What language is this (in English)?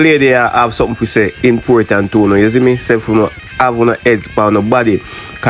Jamaican Creole English